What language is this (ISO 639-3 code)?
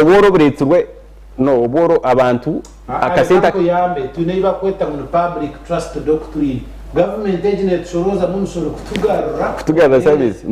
nyn